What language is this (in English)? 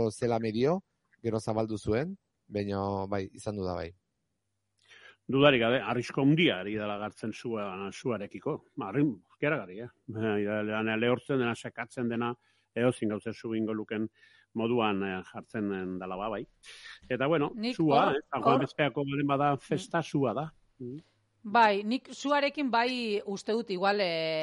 Basque